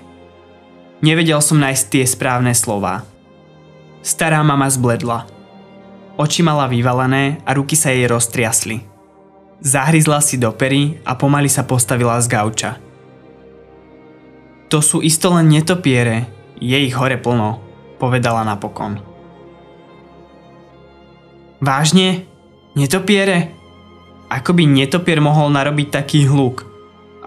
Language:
Slovak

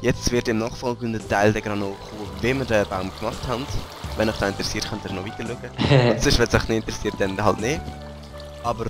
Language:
Swiss German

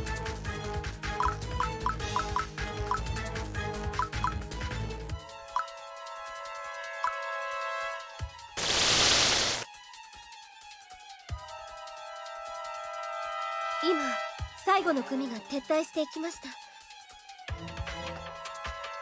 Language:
Japanese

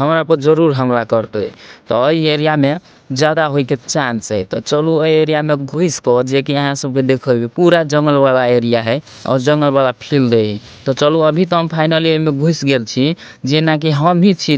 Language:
Maithili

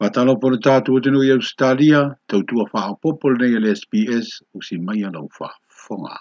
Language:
Samoan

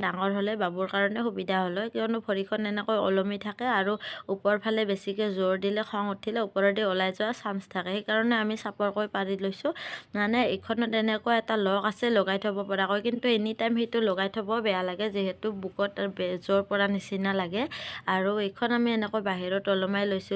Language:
Assamese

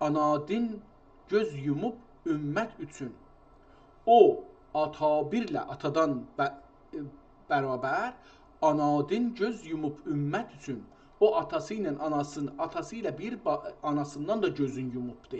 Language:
South Azerbaijani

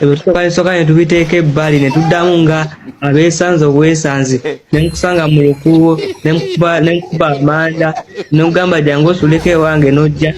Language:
Ganda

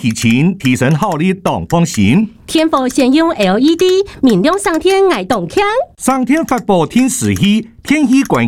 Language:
Chinese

